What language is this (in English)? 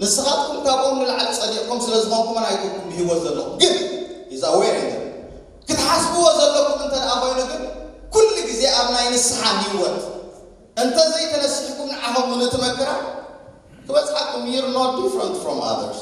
Tigrinya